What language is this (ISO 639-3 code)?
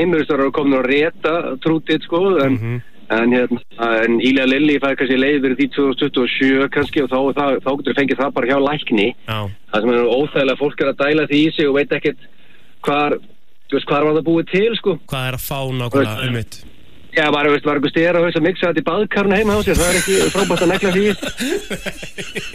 isl